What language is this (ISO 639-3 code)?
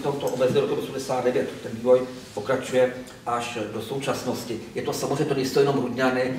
ces